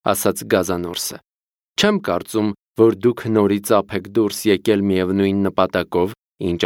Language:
Armenian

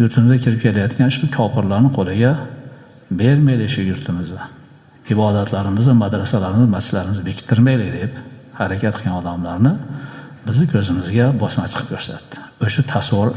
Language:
Uzbek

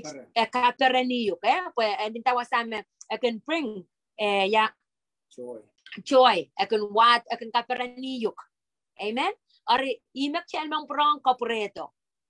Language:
Pohnpeian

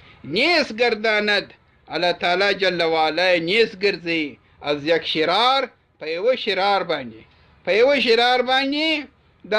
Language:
Pashto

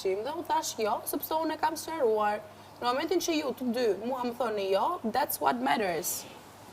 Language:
Albanian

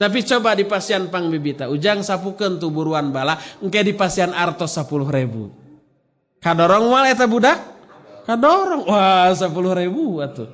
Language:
Sundanese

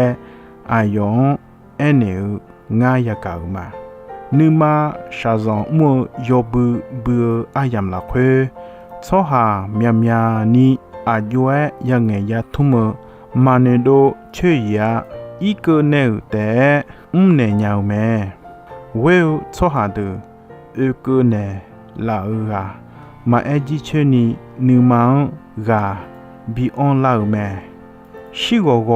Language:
Akha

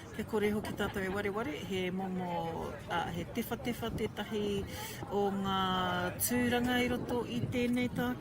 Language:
Māori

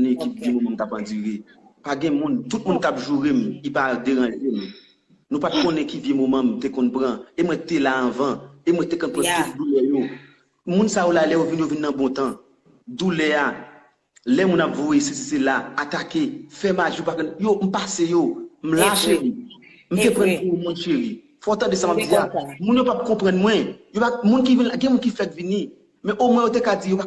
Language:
Haitian Creole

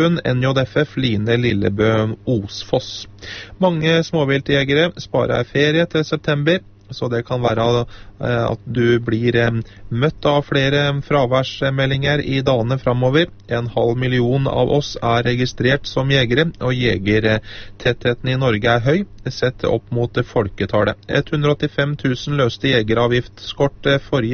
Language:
Norwegian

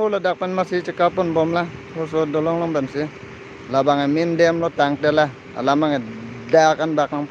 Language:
Karbi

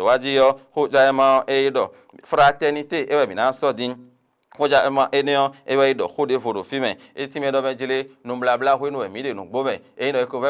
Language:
Fon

